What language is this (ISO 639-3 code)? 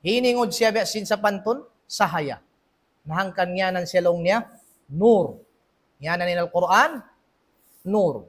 tsg